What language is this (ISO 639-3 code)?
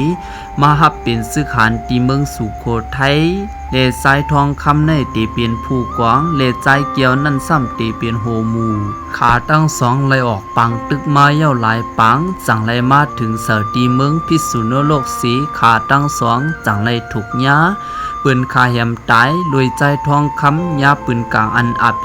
shn